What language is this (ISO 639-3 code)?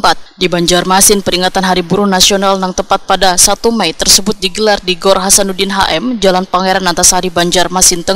bjn